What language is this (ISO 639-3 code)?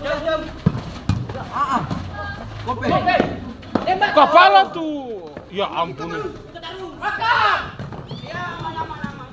abs